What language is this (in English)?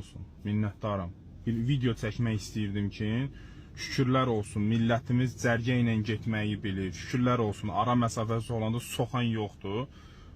Azerbaijani